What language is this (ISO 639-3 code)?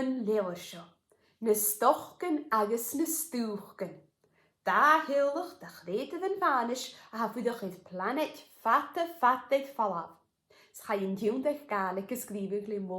gla